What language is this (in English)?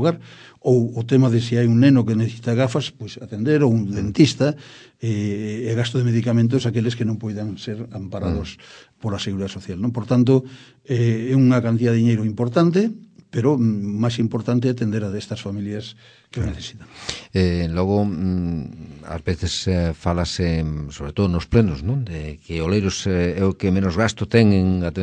Galician